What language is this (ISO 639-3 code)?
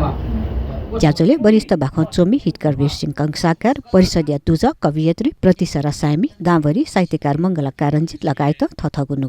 new